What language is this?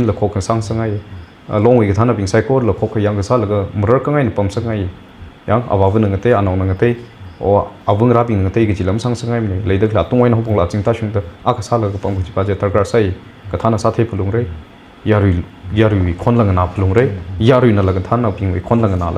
Tangkhul Naga (India)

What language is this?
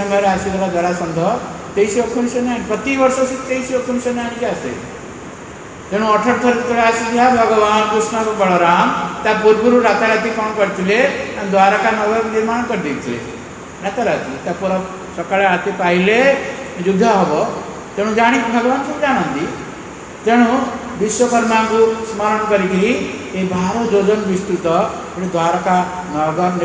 Odia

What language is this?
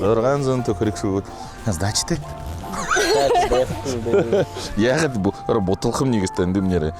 Buriat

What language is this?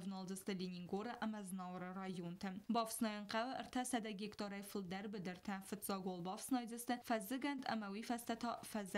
Ossetic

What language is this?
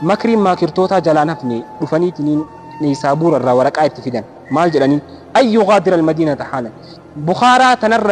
Oromo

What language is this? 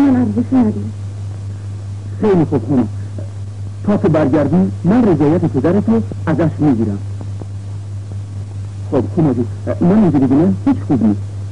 Persian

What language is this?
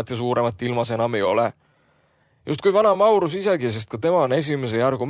Estonian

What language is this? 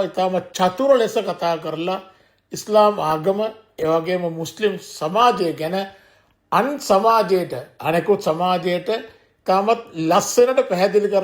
Sinhala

